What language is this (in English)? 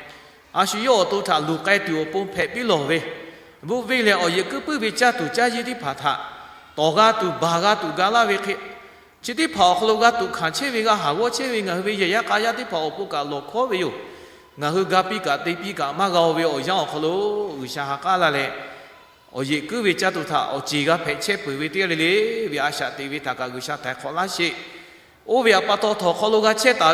Lahu